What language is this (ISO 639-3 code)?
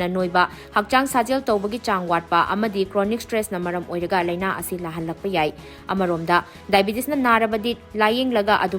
mni